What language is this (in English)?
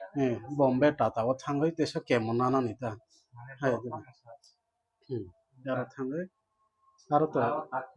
Kok Borok